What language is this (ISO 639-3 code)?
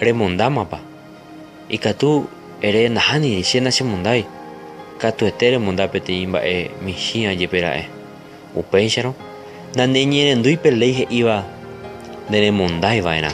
grn